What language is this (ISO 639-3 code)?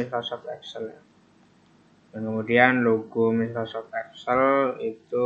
ind